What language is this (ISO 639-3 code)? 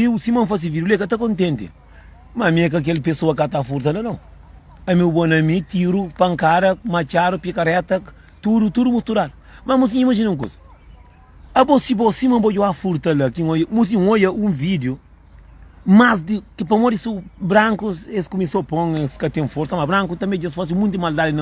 kea